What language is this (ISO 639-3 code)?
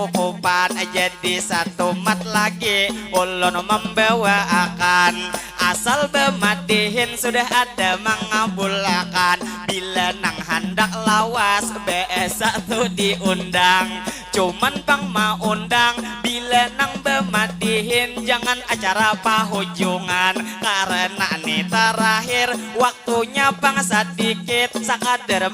bjn